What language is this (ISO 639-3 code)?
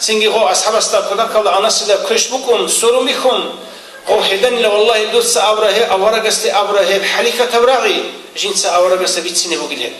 ava